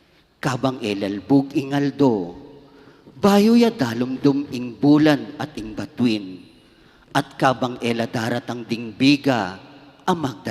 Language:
Pampanga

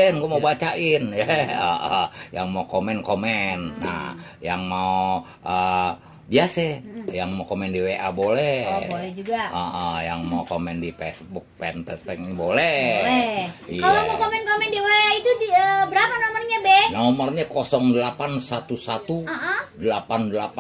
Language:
Betawi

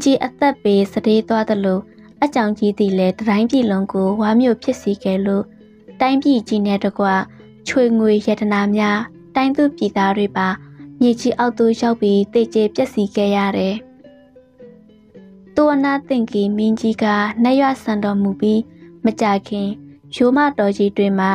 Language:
Burmese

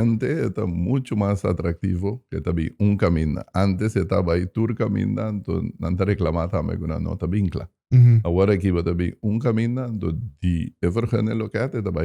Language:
Papiamento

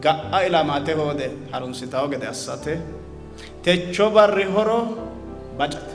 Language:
Sidamo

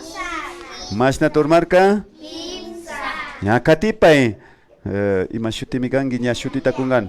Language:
Imbabura Highland Quichua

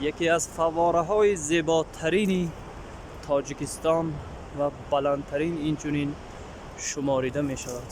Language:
Tajik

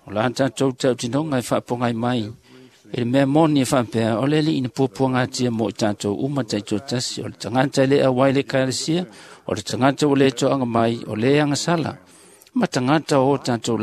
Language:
Samoan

